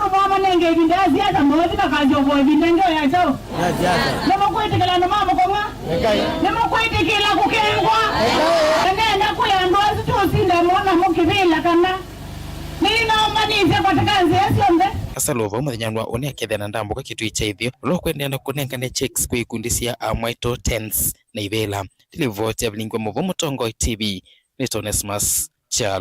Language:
Kamba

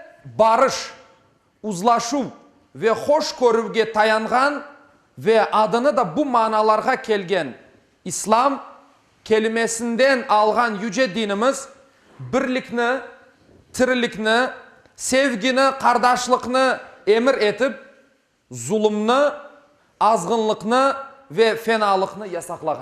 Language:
Crimean Tatar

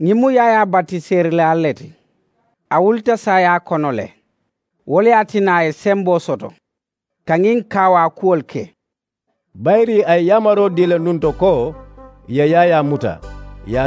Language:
Mandingo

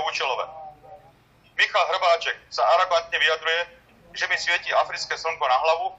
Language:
Slovak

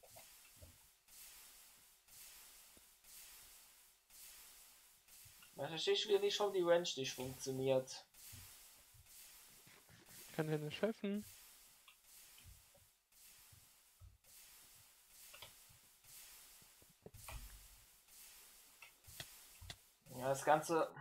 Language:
German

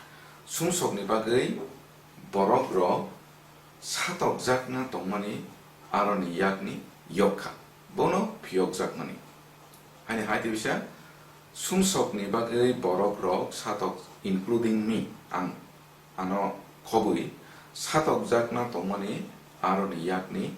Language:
Kok Borok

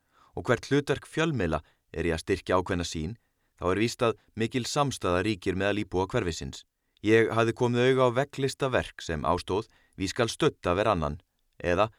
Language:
Icelandic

